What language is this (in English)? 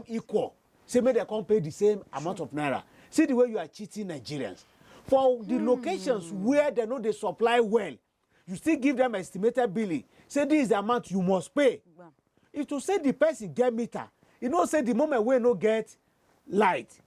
Nigerian Pidgin